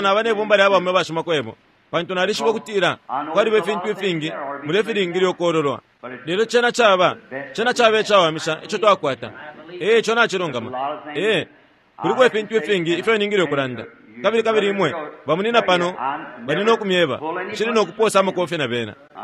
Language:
Bemba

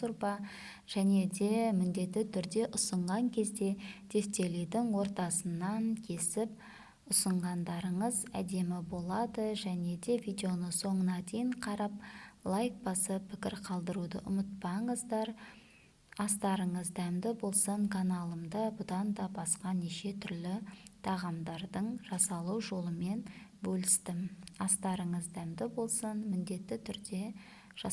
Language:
Kazakh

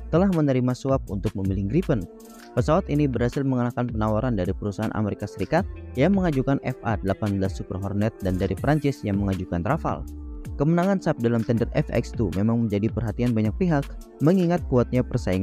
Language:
Indonesian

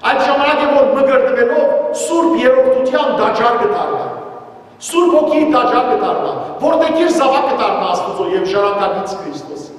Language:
Western Armenian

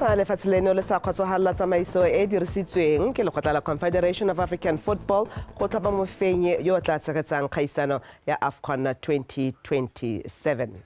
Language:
Tswana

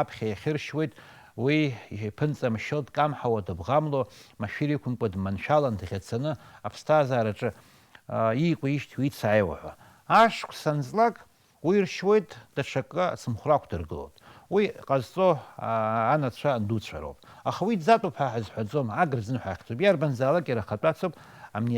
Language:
Abkhazian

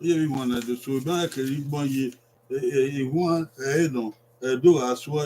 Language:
Bini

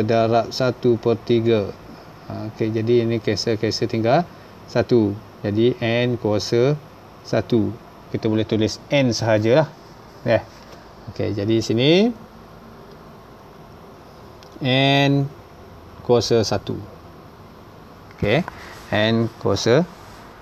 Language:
Malay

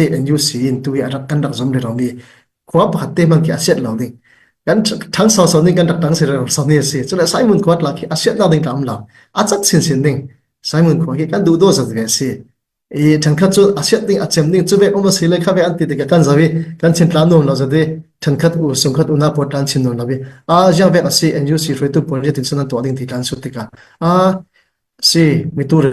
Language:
Hakha Chin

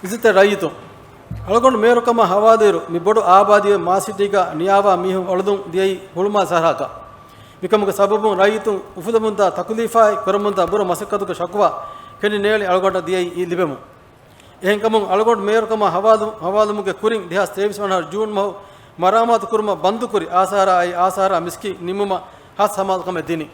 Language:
Divehi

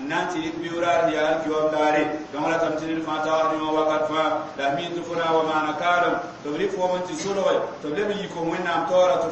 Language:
Mossi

